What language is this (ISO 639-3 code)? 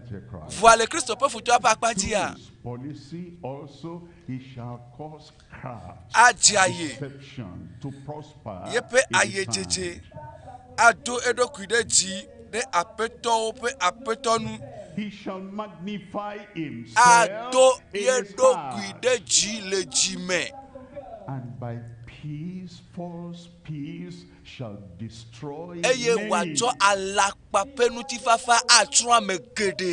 ewe